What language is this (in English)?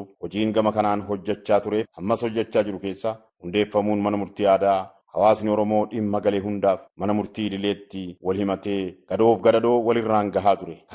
Oromo